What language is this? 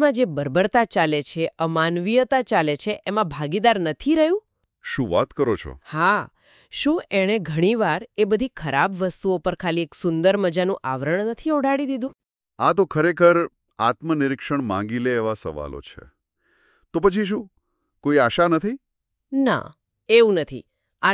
Gujarati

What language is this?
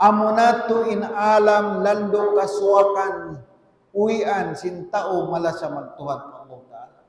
Tausug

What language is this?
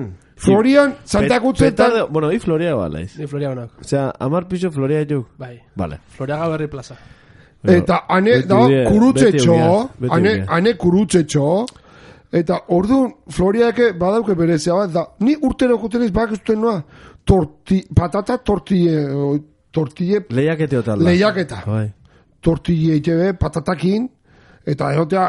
Basque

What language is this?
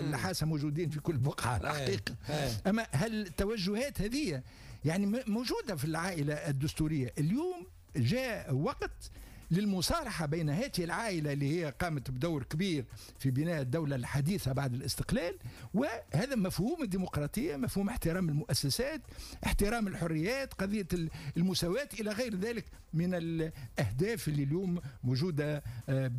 Tunisian Arabic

